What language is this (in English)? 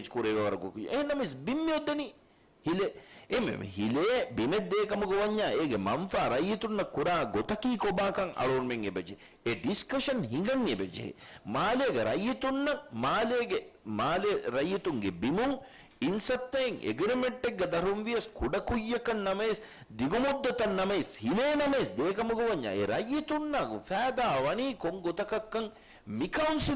Divehi